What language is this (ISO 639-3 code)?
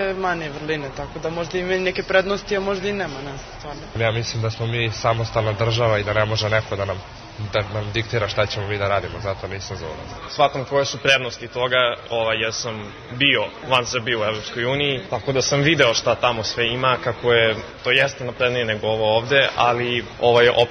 srp